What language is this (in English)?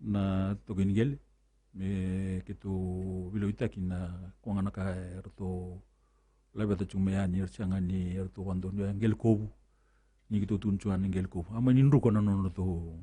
Fijian